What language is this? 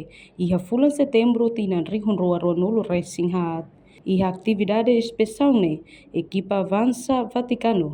Tetum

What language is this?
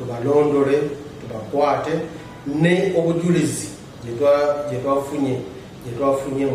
Ganda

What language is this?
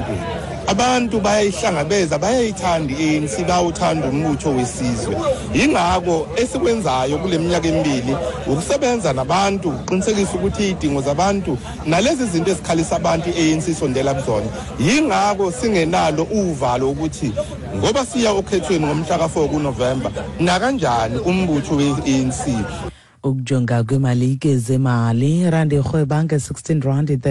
Xhosa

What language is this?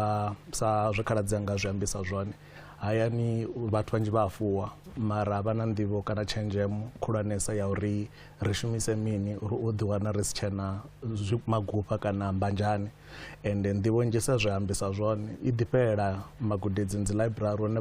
Venda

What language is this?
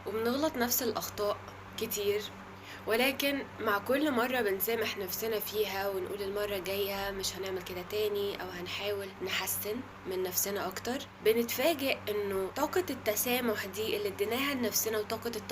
Egyptian Arabic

